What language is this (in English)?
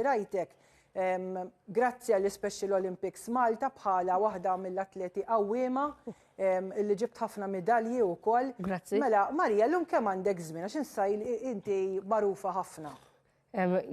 Maltese